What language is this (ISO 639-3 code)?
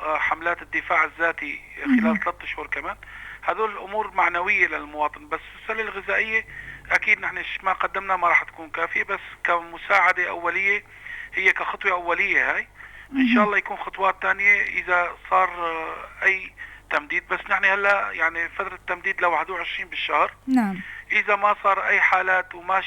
apc